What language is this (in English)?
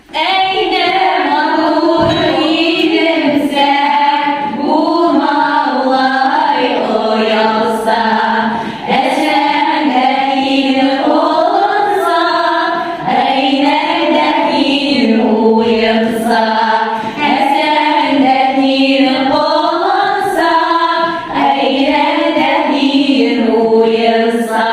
Bashkir